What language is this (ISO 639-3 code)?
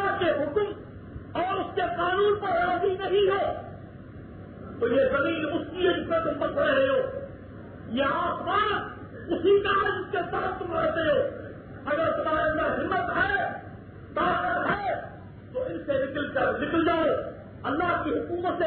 urd